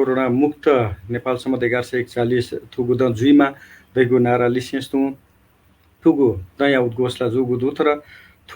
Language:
Newari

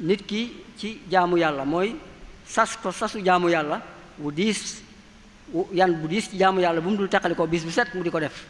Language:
Wolof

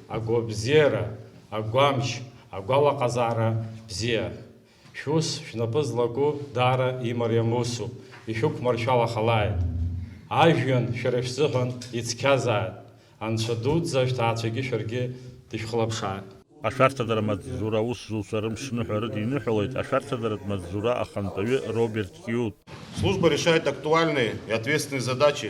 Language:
Abkhazian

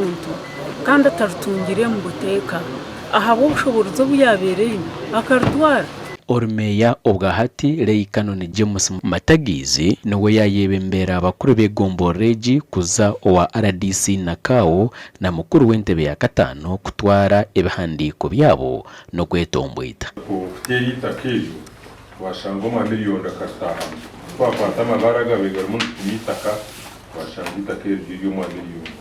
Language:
Nyankole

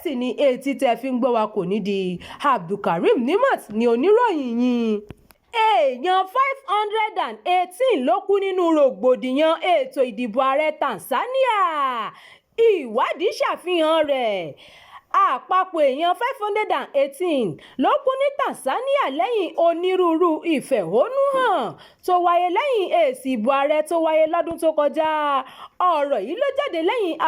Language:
Yoruba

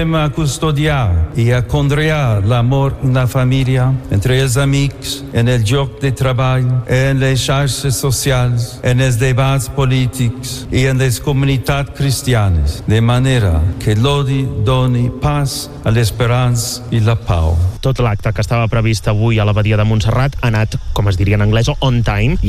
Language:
Catalan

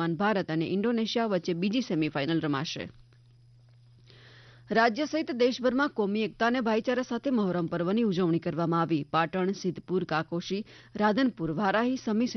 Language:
Gujarati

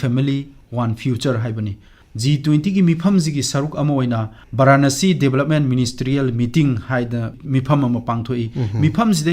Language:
Manipuri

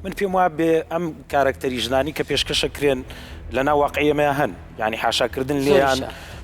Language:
Central Kurdish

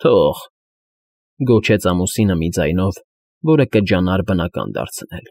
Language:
Armenian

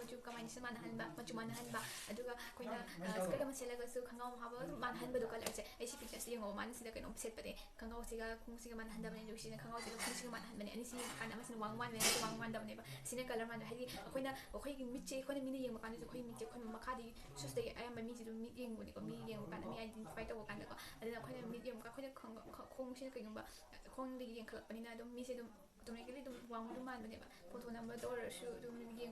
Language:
Manipuri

